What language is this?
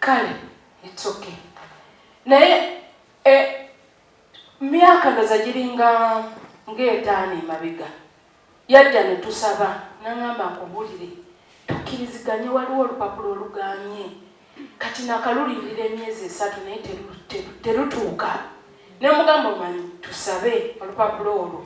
Ganda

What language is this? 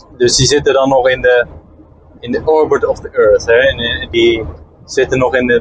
Dutch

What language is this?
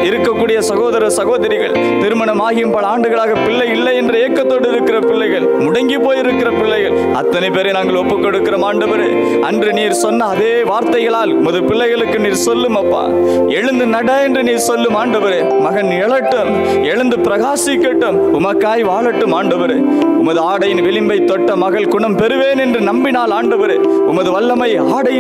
Tamil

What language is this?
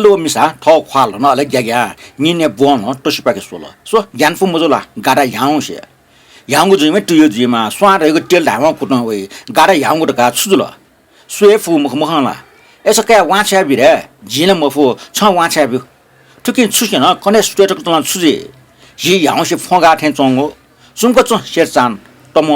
Newari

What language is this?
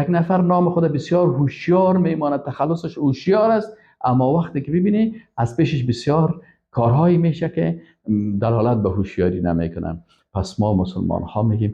Persian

